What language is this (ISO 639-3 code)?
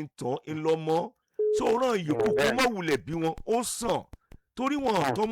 yor